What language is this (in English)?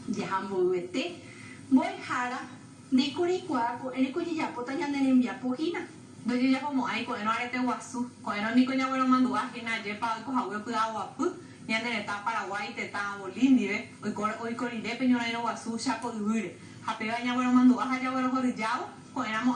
Guarani